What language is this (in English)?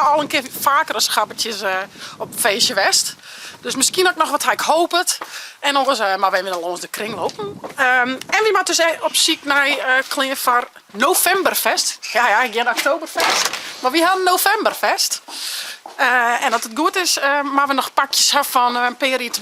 Western Frisian